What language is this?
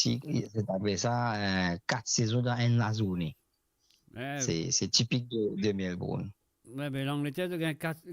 Morisyen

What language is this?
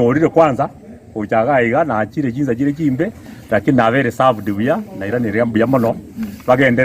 Gusii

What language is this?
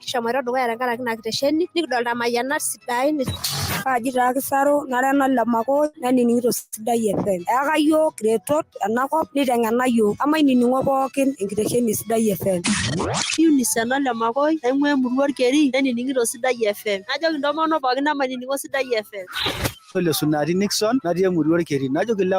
Masai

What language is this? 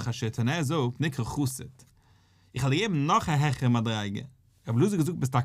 Yiddish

